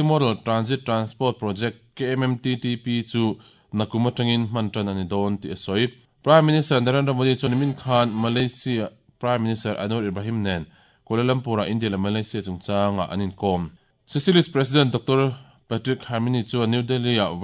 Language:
Mizo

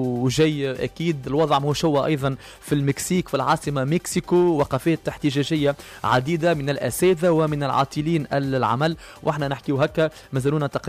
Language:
Tunisian Arabic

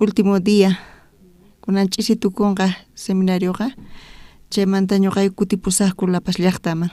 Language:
South Bolivian Quechua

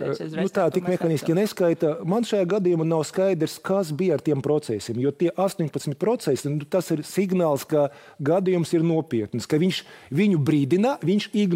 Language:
Latvian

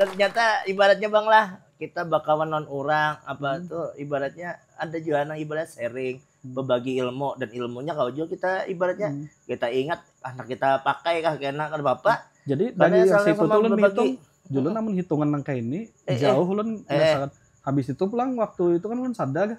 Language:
Banjar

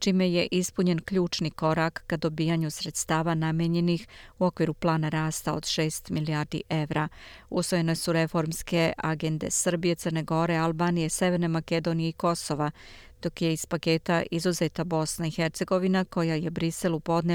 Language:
Serbian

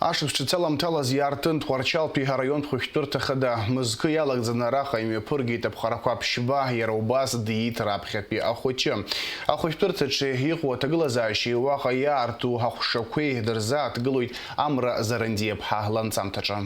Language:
Abkhazian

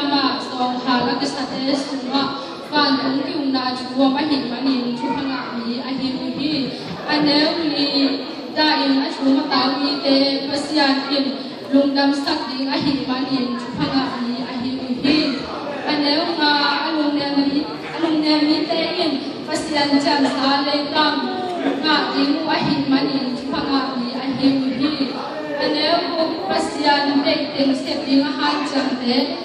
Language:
Tedim Chin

